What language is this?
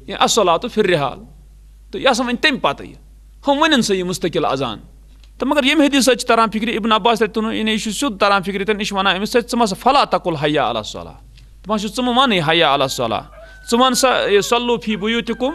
Kashmiri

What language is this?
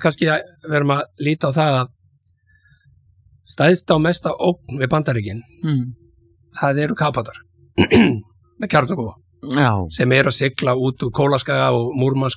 Icelandic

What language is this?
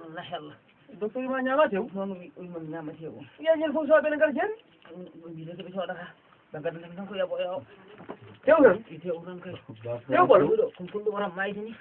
Fula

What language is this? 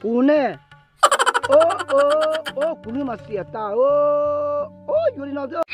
Hmong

